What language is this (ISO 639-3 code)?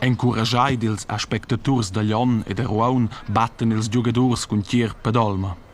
roh